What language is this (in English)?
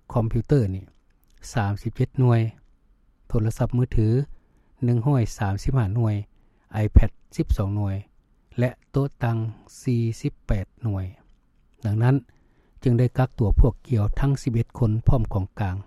Lao